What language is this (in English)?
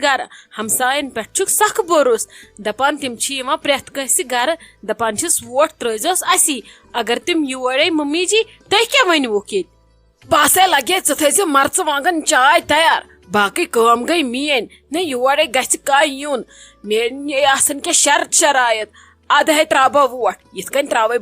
Kashmiri